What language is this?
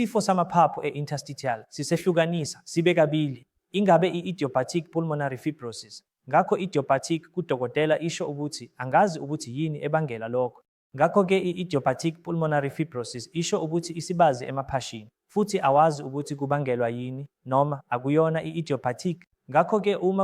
Zulu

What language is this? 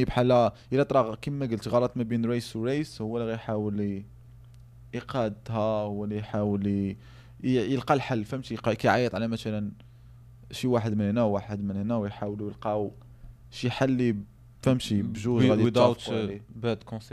Moroccan Arabic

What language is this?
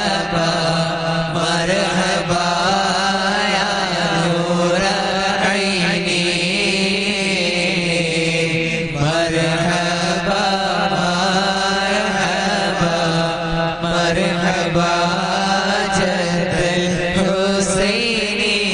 Malayalam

